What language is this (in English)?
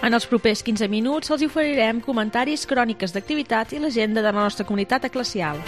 Catalan